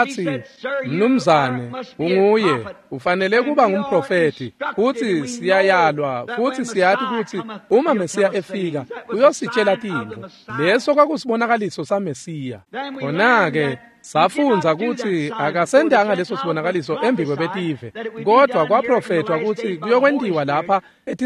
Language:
Swati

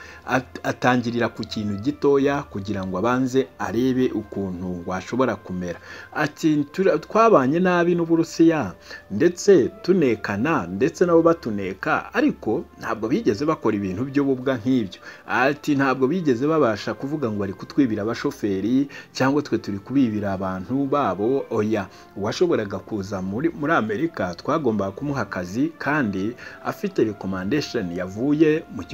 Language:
Kinyarwanda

